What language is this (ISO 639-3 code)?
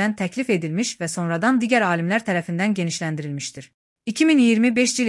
aze